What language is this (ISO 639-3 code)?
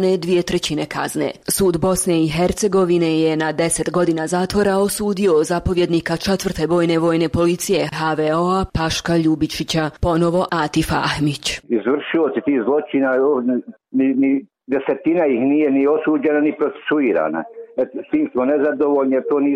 bos